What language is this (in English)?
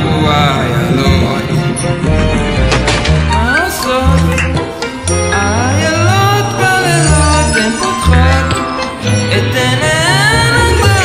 Hebrew